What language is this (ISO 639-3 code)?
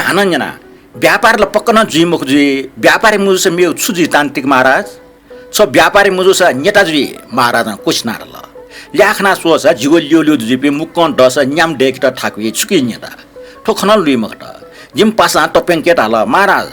new